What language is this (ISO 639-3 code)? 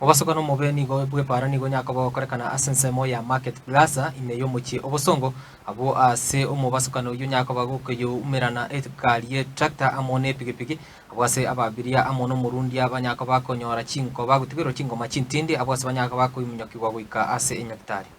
guz